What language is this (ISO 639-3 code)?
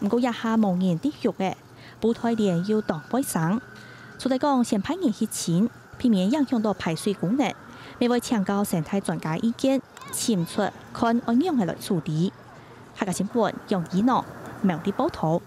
hak